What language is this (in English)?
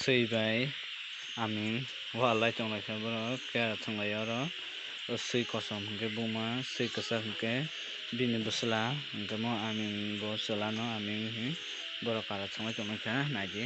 Kok Borok